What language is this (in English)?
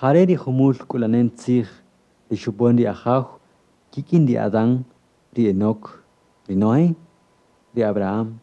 Kaqchikel